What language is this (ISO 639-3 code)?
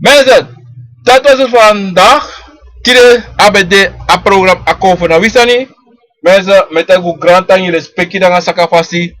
srn